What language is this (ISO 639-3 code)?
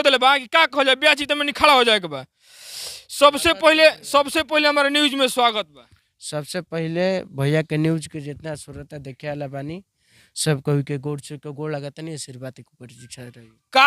bho